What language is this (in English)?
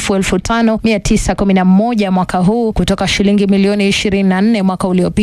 Swahili